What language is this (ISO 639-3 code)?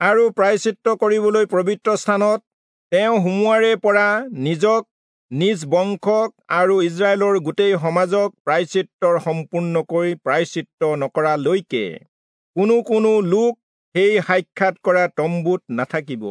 asm